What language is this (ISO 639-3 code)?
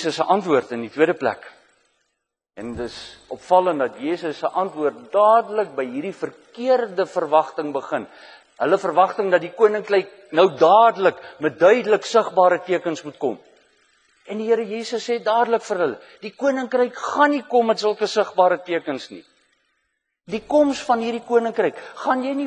afr